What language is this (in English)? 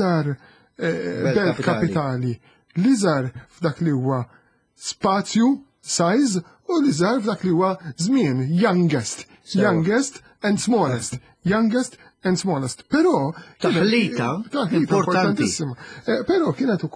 Maltese